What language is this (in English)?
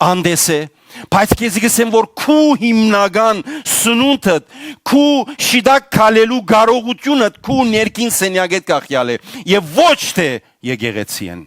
Western Armenian